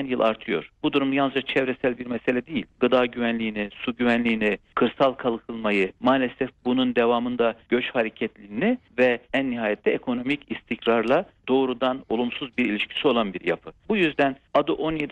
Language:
Turkish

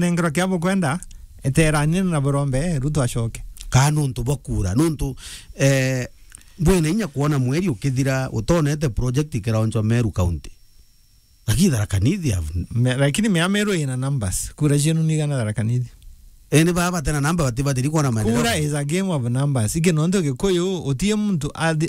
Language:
Meru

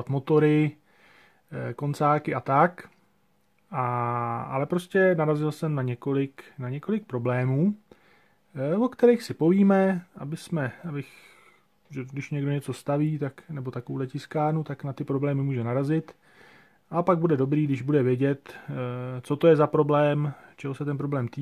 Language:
Czech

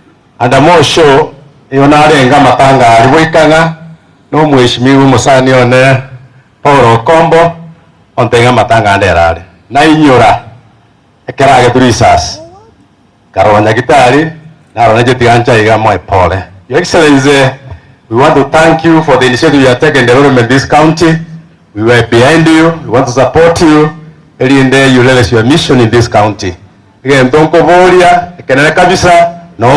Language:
Gusii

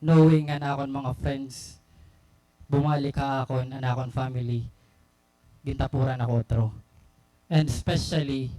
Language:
Waray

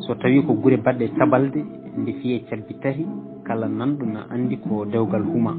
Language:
Fula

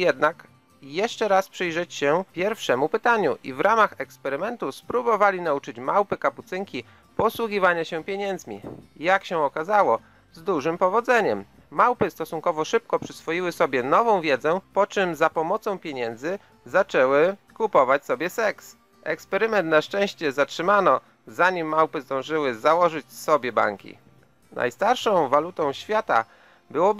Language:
Polish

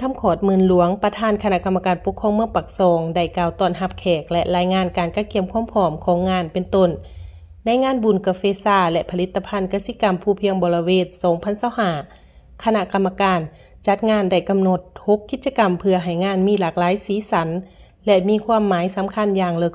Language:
Lao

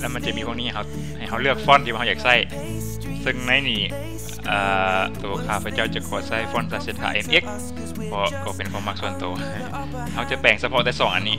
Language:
Lao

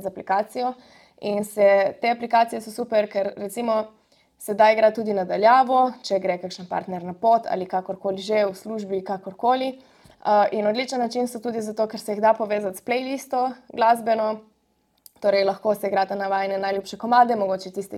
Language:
Slovenian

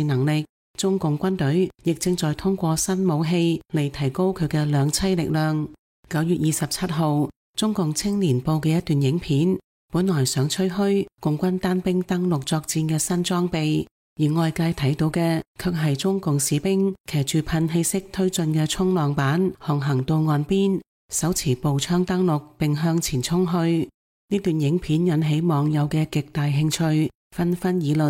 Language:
Cantonese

